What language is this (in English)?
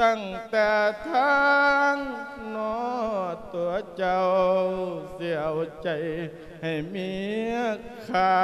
Lao